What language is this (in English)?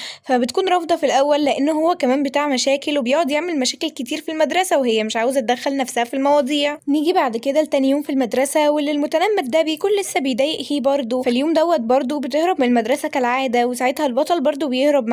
Egyptian Arabic